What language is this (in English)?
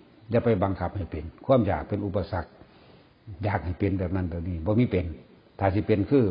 Northeastern Thai